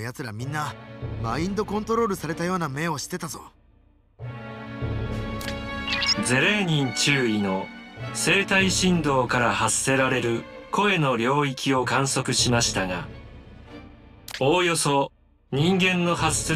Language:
Japanese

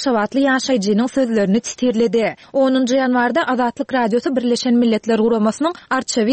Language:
Turkmen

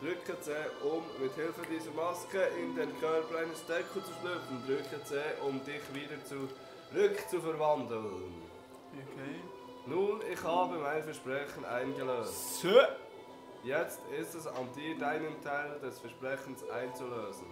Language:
Swiss German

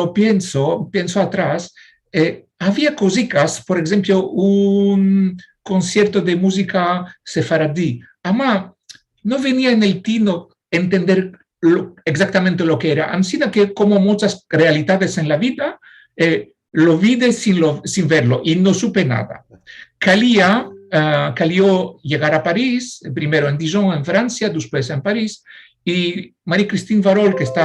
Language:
Ladino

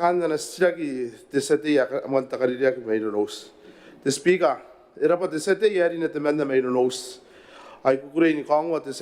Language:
Gilbertese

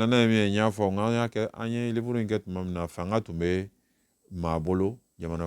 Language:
Bambara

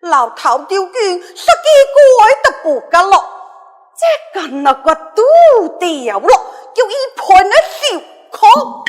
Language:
Pu-Xian Chinese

